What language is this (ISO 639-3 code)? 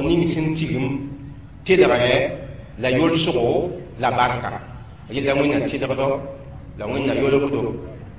mos